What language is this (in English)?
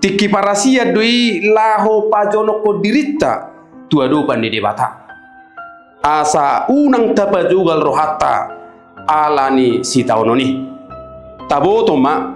Batak Toba